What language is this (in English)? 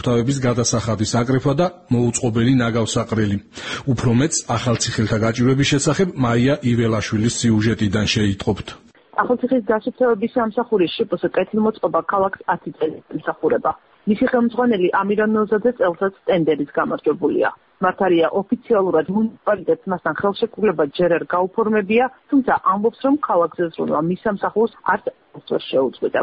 Georgian